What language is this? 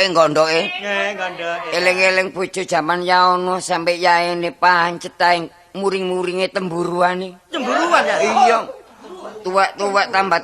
Javanese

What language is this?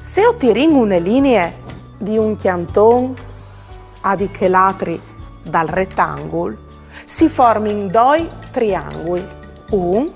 Friulian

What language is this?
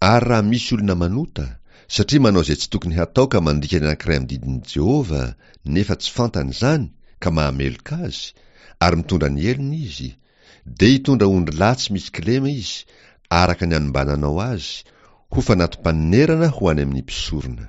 Malagasy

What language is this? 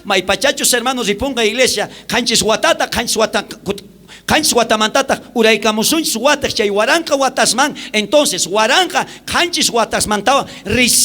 South Bolivian Quechua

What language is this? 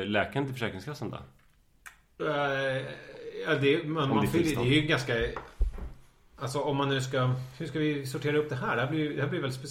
Swedish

